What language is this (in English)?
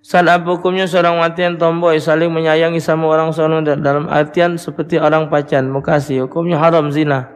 Musi